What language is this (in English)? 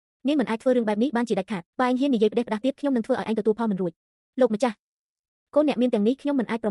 Khmer